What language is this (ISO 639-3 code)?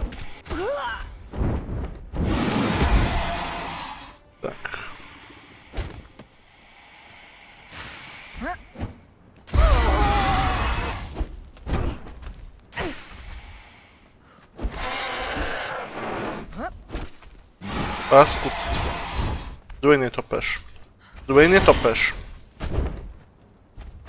pol